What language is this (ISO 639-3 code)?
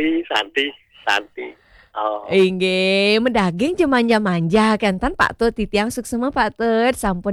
ban